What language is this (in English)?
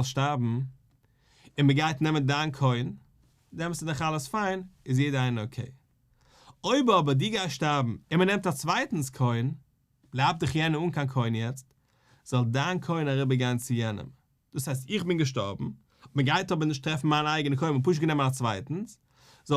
Yiddish